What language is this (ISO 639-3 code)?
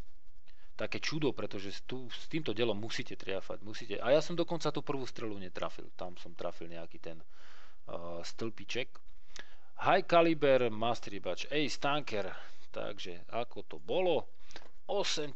slk